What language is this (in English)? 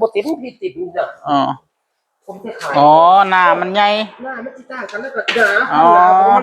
Northeastern Thai